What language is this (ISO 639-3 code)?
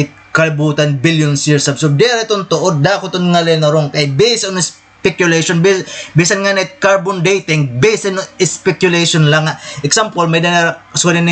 war